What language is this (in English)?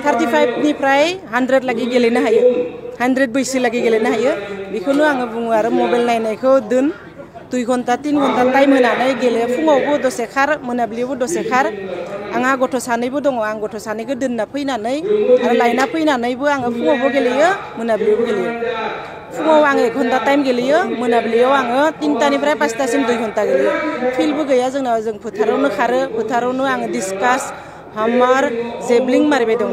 Bodo